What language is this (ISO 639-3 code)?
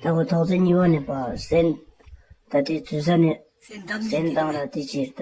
bod